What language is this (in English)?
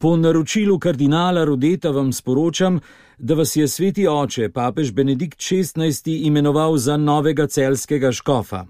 Slovenian